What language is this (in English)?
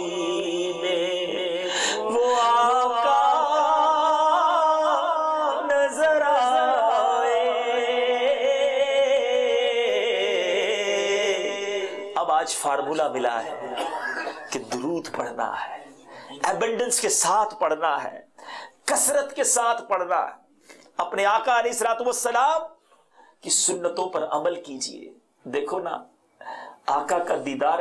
Urdu